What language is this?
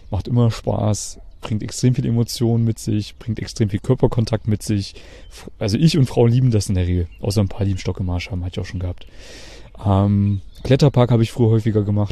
German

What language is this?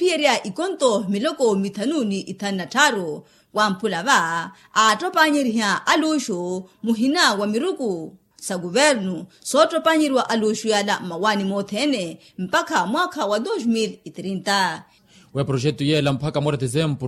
Makhuwa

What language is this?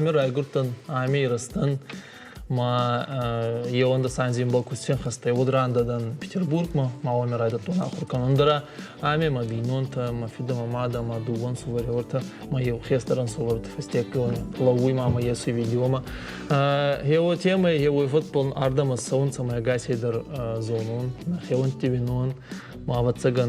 Ossetic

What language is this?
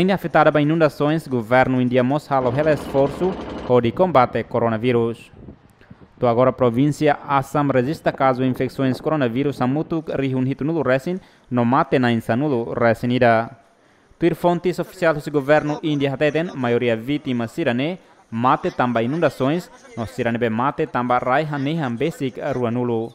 Tetum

